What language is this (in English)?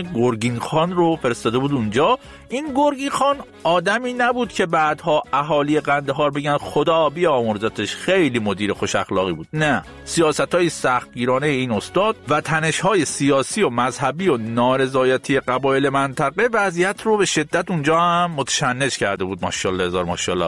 Persian